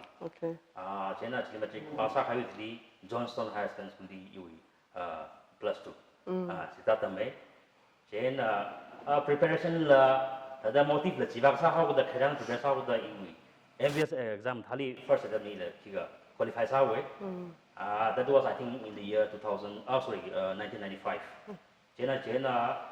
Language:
Tangkhul Naga (India)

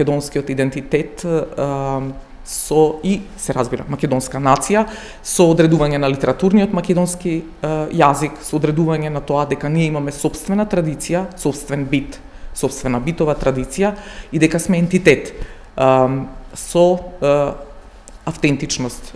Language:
Macedonian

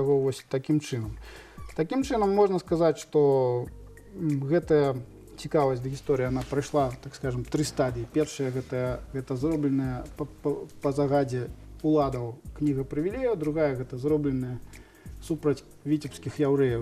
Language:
Belarusian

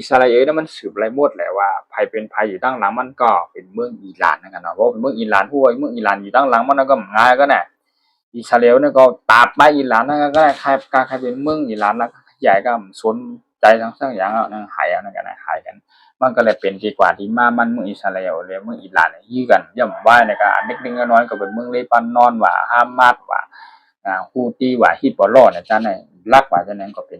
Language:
Shan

